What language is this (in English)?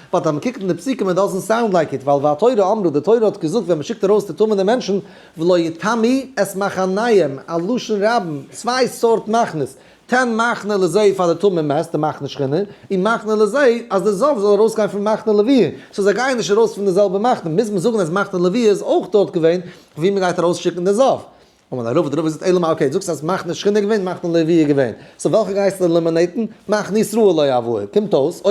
Yiddish